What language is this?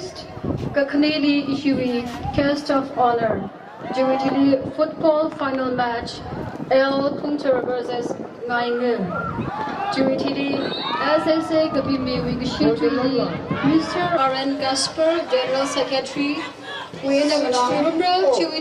Tangkhul Naga (India)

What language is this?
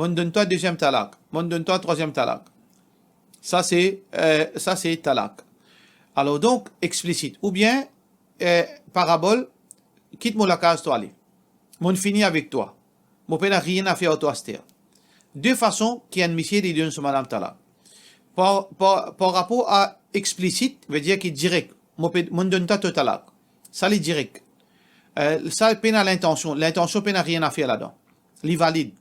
Morisyen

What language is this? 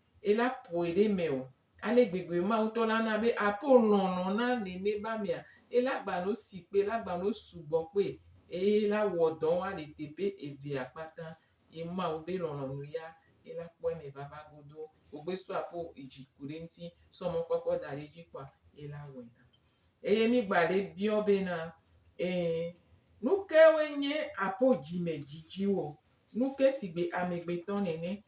Gen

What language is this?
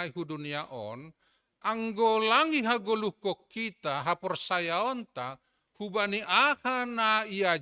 Batak Simalungun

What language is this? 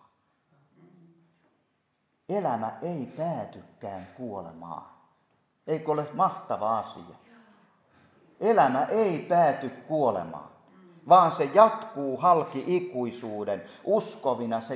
Finnish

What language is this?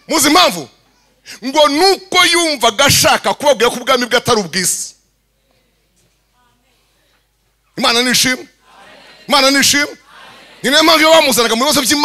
Kinyarwanda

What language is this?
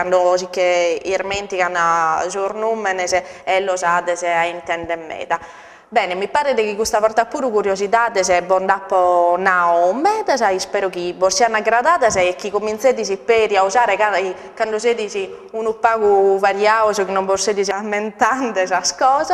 Sardinian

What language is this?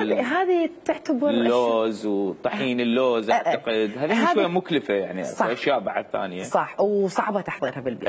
Mesopotamian Arabic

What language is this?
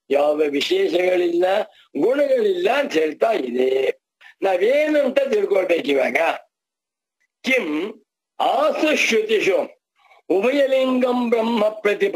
Kannada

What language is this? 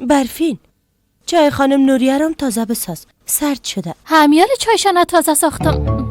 Persian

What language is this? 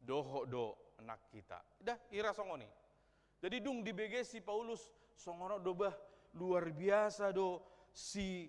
Batak Toba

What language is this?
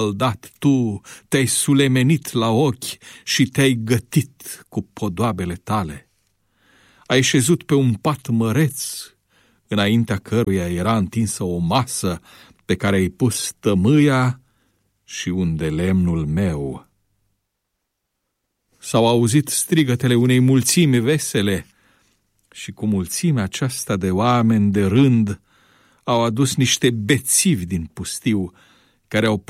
Romanian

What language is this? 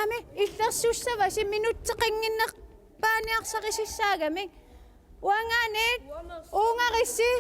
Kalaallisut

